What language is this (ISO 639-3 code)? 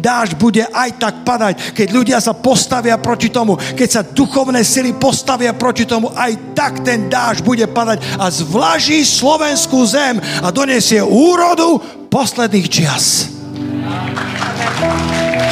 slk